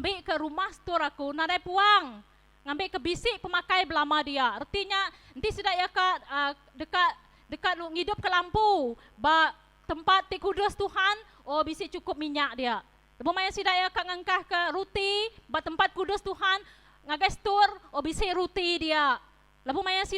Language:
Iban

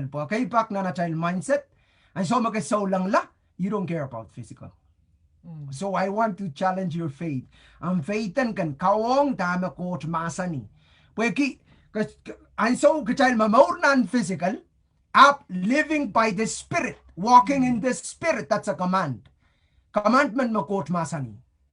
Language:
Pohnpeian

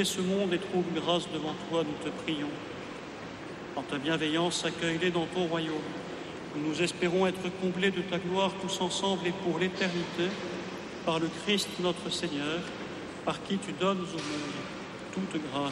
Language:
French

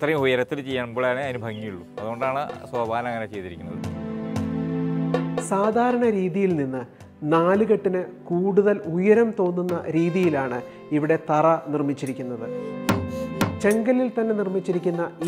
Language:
Malayalam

